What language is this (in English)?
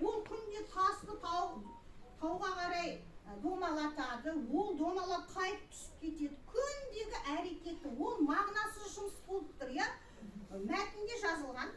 Kazakh